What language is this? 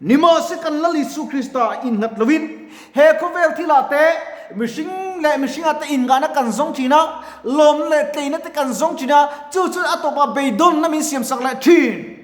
Mizo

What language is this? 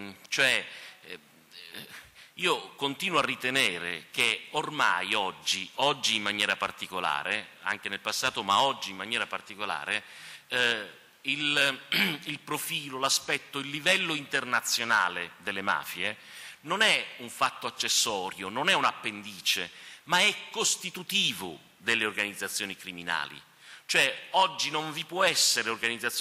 Italian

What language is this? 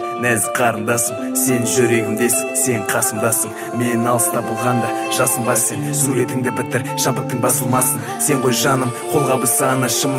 Kazakh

